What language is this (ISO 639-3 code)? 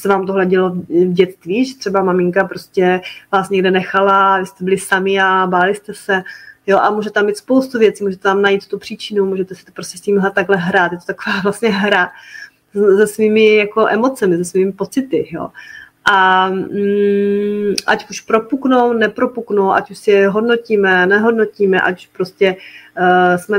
ces